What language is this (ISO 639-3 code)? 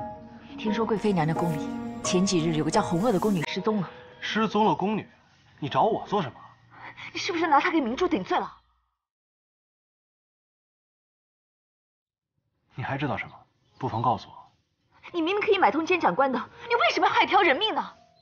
zho